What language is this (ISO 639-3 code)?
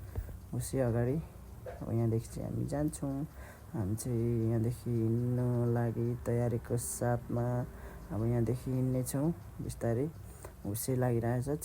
nep